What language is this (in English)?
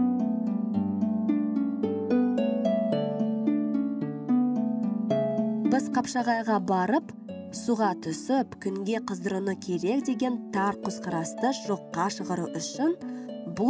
Kazakh